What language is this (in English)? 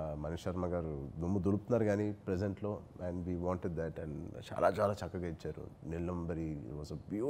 Telugu